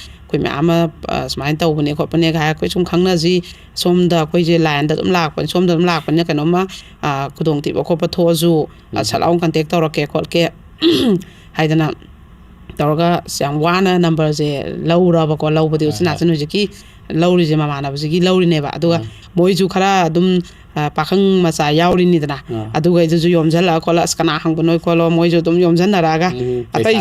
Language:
Manipuri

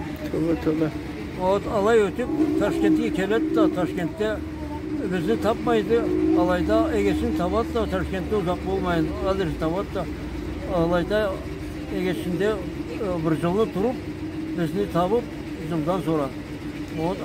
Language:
Karachay-Balkar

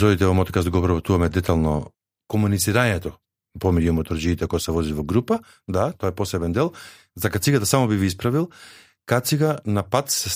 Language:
Macedonian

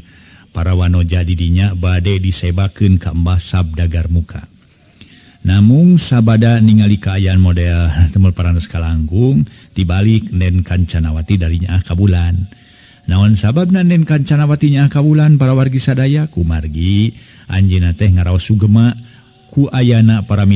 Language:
Sundanese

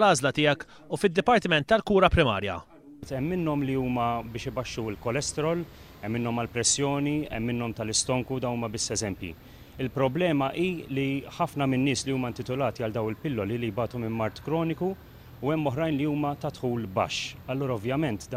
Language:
Maltese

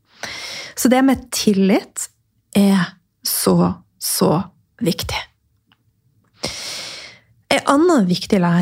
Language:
Norwegian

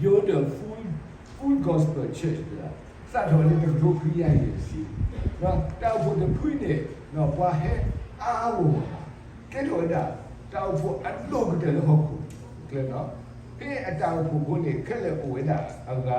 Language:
S'gaw Karen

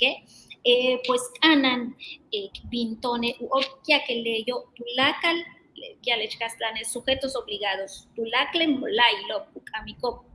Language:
Yucateco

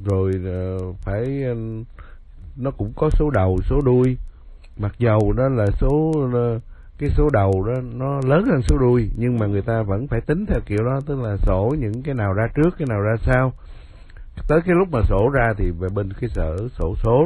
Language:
Vietnamese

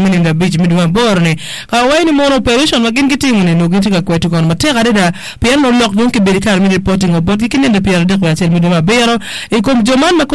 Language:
Acoli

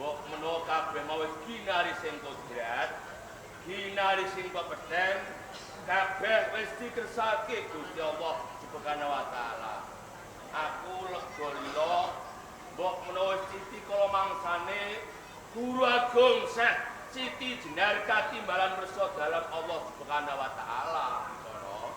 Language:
Javanese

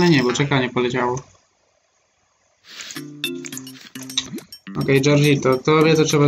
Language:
Polish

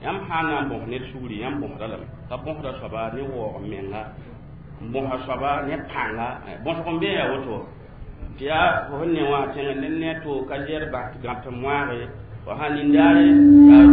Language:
Mossi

